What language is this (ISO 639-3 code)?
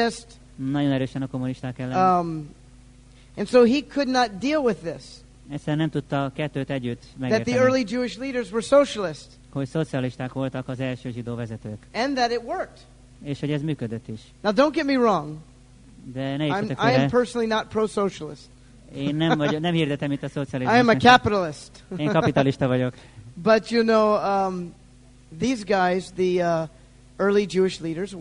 hun